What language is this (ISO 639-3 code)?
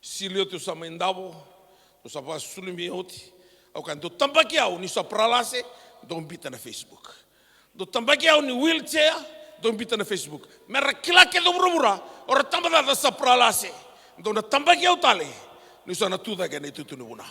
fij